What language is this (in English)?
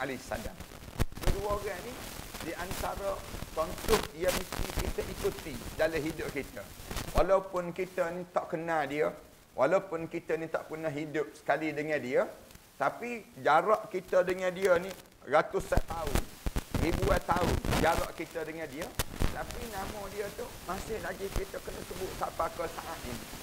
Malay